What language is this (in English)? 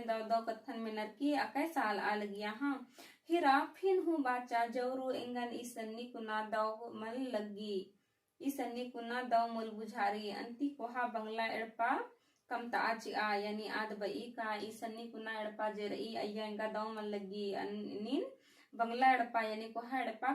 Kurukh